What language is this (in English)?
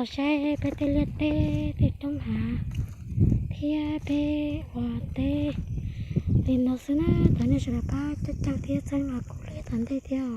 Hmong